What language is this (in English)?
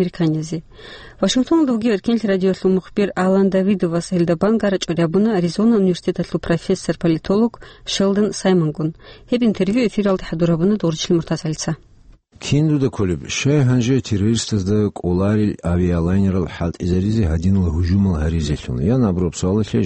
Avaric